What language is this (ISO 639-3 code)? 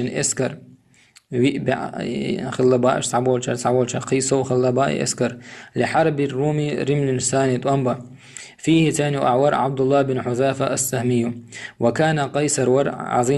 che